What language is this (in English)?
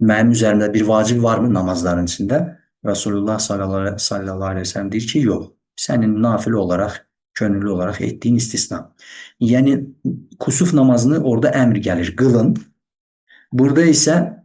Azerbaijani